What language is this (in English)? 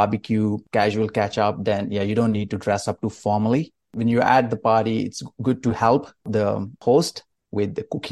Kurdish